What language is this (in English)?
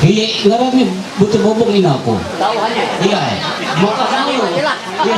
Ma'anyan